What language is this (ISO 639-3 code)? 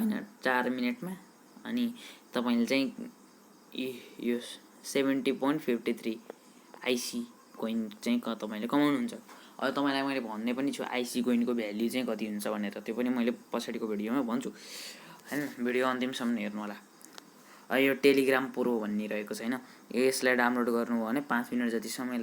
nep